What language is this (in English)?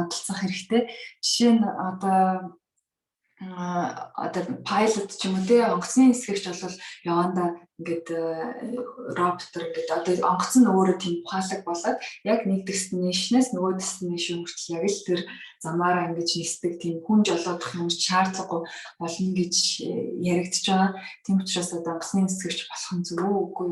Mongolian